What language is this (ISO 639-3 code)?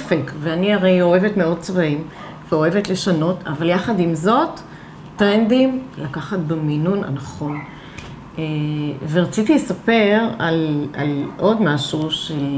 heb